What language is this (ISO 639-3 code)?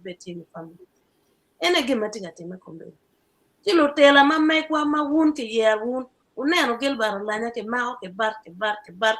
ach